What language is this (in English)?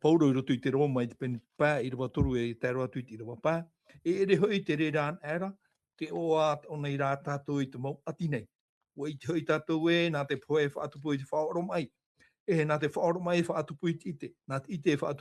Tahitian